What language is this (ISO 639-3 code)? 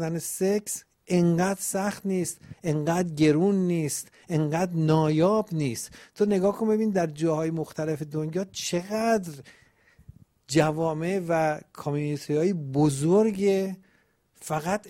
fas